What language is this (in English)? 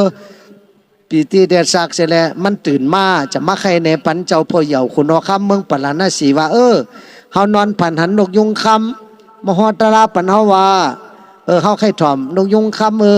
Shan